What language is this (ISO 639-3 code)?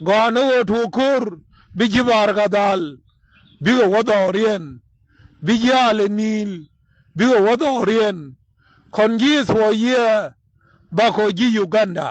nus